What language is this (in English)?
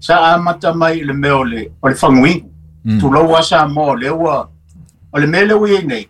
Samoan